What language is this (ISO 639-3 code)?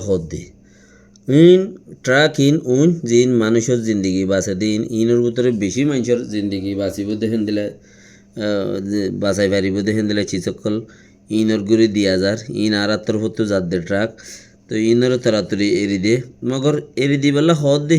rhg